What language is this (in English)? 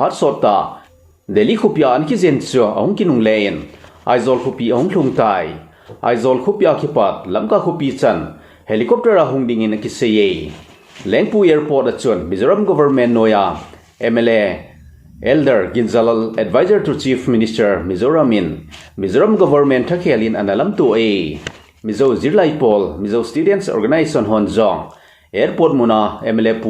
Thado Chin